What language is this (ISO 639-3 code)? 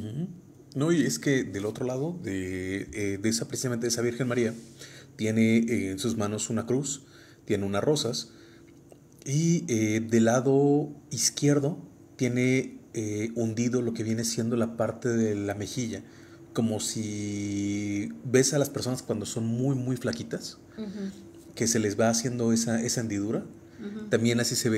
spa